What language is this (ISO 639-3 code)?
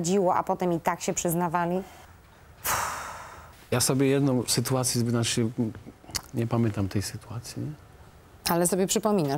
pol